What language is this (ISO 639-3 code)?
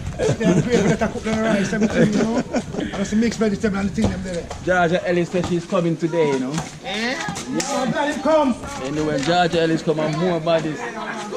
jam